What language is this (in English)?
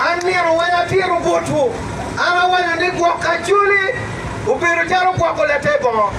Acoli